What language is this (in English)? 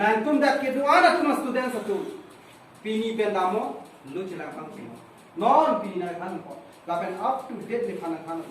Karbi